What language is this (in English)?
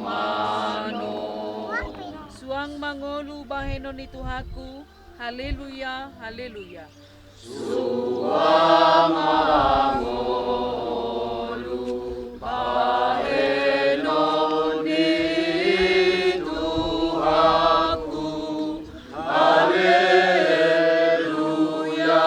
Batak Toba